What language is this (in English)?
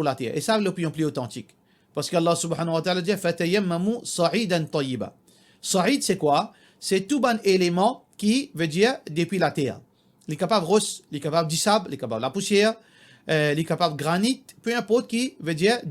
Morisyen